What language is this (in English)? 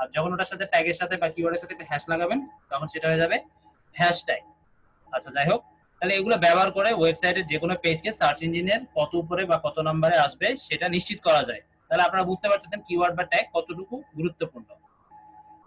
Bangla